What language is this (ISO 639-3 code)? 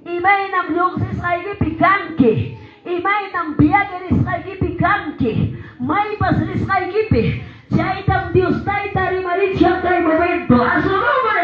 que